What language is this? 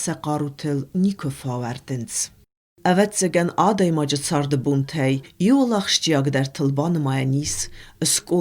Ossetic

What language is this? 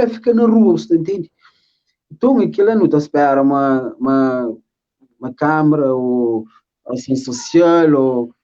Kabuverdianu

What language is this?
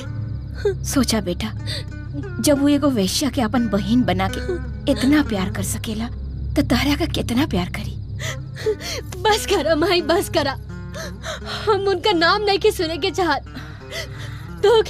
Bhojpuri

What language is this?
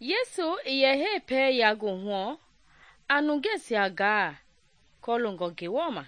Mende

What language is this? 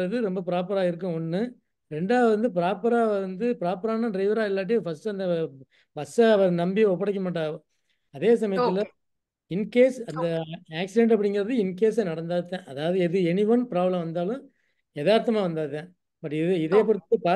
Tamil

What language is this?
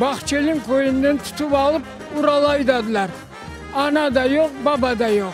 Crimean Tatar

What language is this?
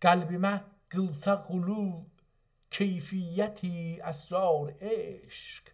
South Azerbaijani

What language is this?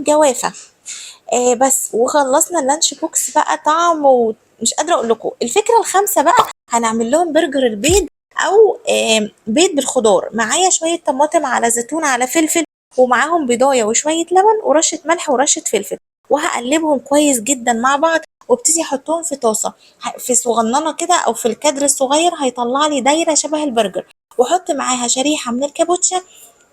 Egyptian Arabic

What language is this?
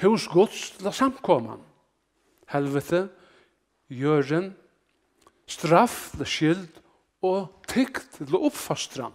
Faroese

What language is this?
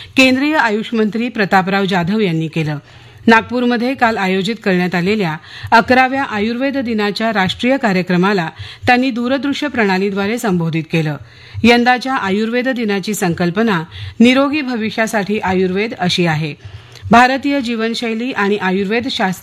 Marathi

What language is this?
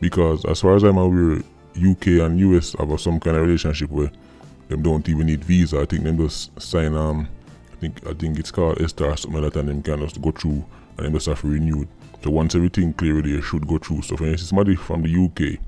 Jamaican Creole English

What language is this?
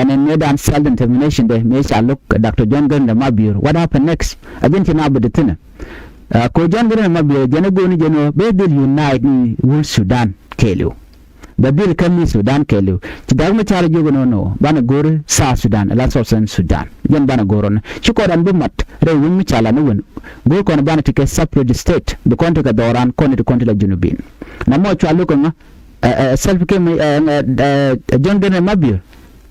Nuer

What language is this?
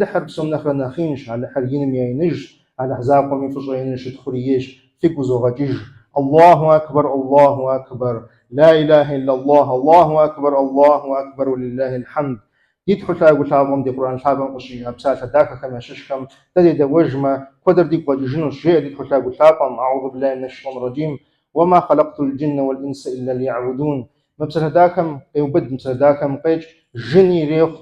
Kabardian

